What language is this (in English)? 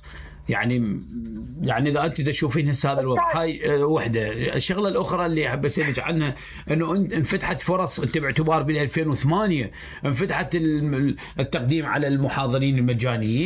Mesopotamian Arabic